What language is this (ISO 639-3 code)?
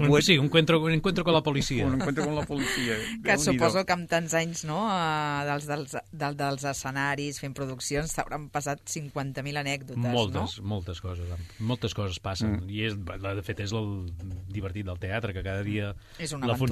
cat